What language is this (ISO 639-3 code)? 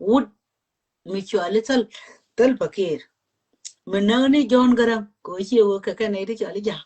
nus